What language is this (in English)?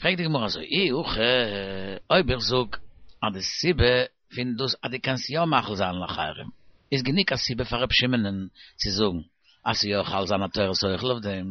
Yiddish